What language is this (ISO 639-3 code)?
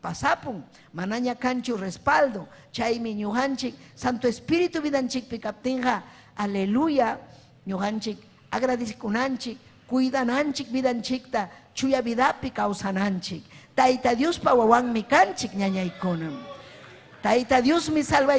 quy